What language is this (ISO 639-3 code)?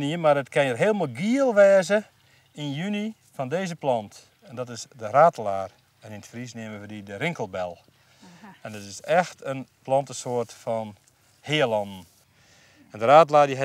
fry